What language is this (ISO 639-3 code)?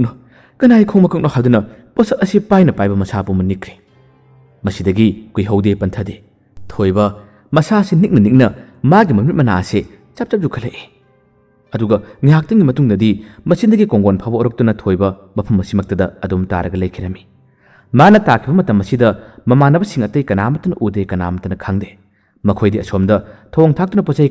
mni